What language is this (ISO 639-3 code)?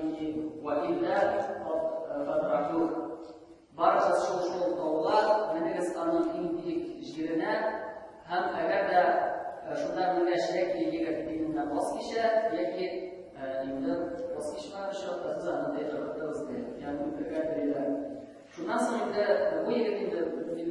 tat